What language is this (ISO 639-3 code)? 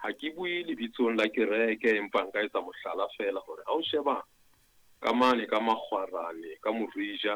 sot